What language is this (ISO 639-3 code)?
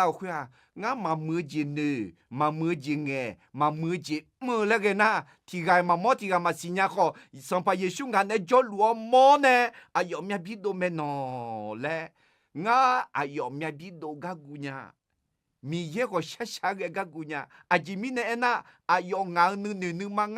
ahk